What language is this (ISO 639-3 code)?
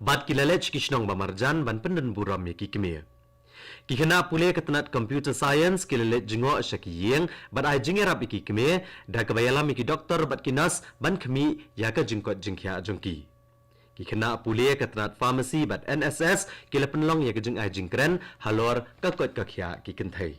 kha